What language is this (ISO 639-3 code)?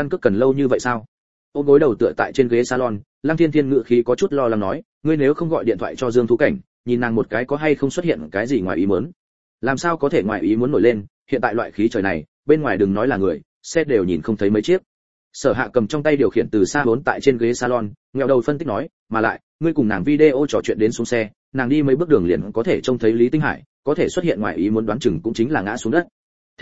vie